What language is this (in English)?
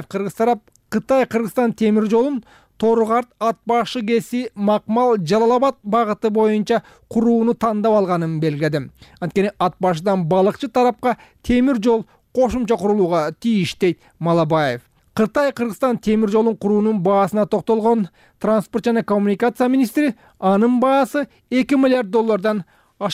Kyrgyz